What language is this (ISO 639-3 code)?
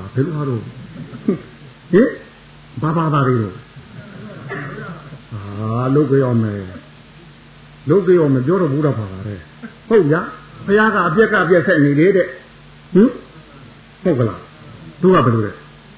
mya